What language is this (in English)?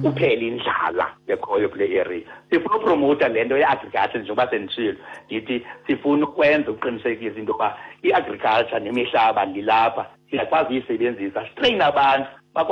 Xhosa